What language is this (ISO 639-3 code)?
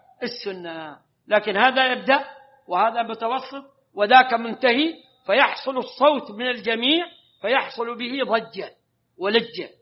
ara